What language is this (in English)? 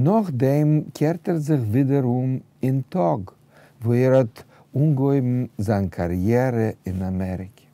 Yiddish